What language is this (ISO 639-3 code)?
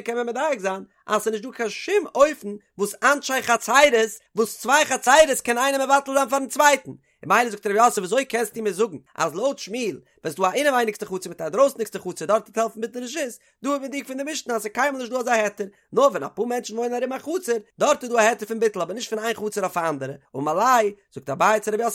yid